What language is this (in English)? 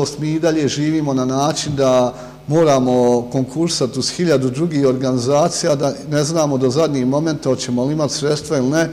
Bosnian